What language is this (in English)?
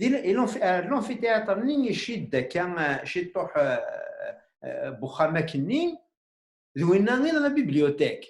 Kabyle